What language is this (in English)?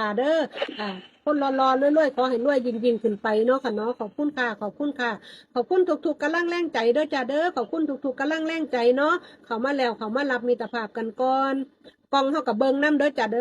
Northeastern Thai